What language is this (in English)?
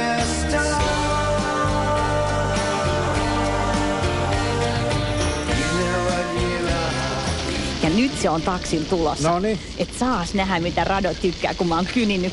Finnish